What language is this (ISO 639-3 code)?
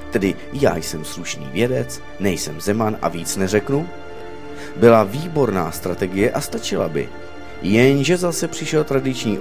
ces